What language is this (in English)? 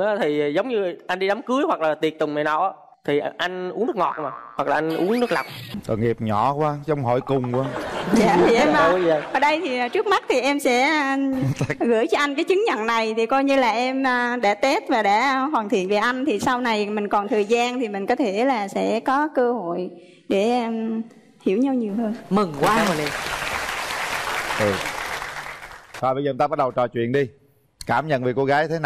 Vietnamese